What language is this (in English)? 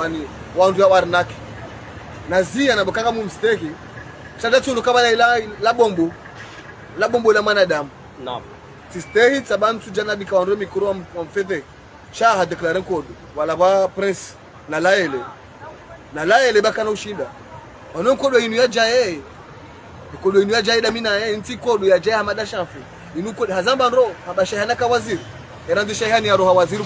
Ngazidja Comorian